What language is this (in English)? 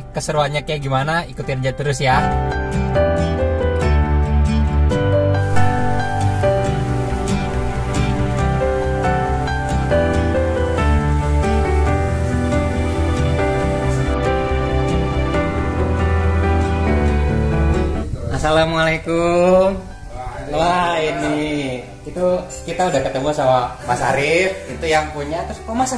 Indonesian